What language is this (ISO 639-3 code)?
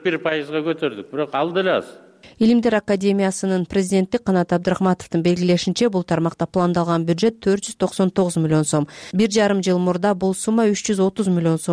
kir